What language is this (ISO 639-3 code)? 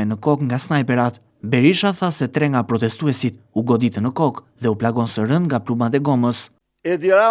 sqi